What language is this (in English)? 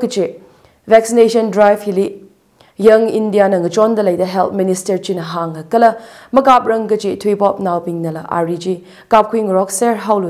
Tangkhul Naga (India)